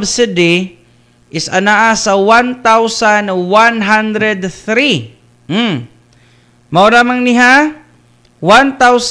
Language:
Cebuano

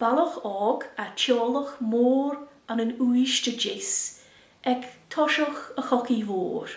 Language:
Scottish Gaelic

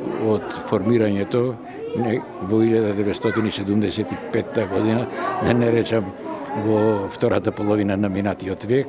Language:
Macedonian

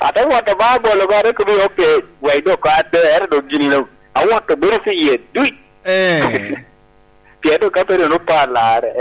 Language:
Lango (Uganda)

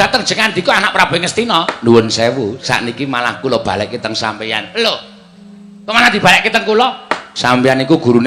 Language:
Javanese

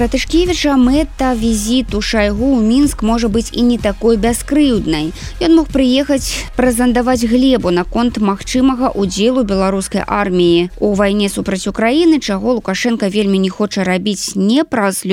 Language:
Belarusian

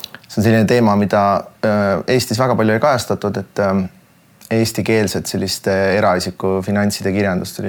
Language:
Estonian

